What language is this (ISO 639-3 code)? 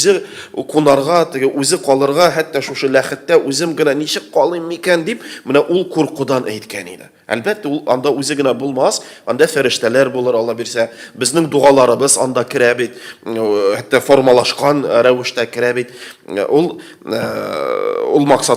tat